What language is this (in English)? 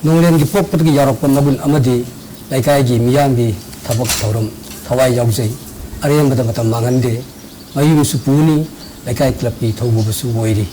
Manipuri